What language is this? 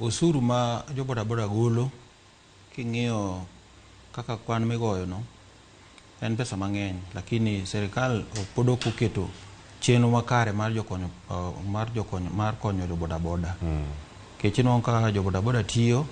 Luo (Kenya and Tanzania)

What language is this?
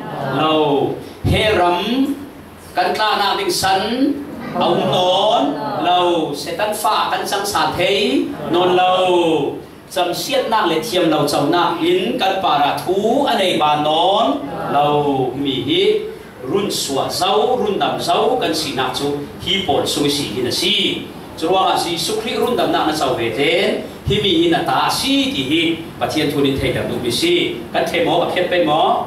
Falam Chin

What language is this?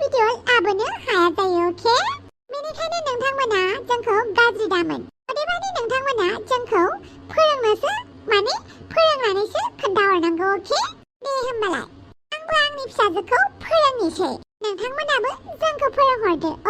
Bodo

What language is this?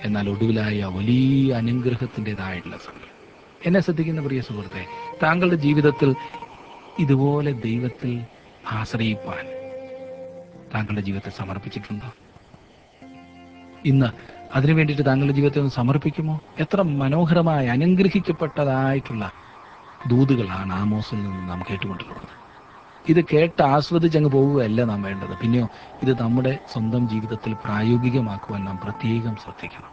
Malayalam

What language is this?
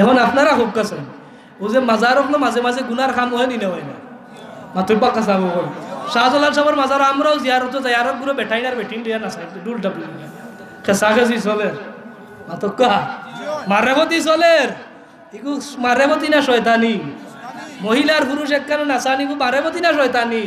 Sylheti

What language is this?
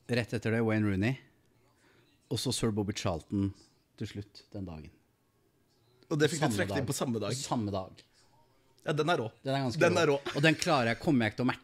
Norwegian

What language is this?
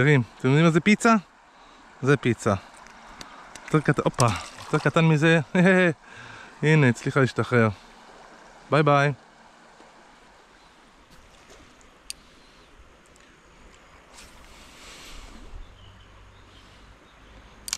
Hebrew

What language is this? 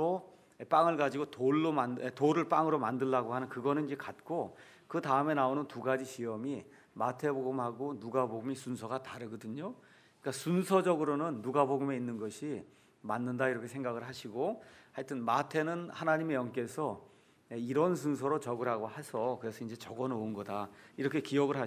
Korean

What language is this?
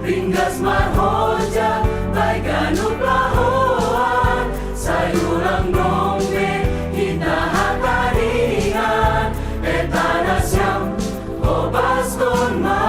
Batak Simalungun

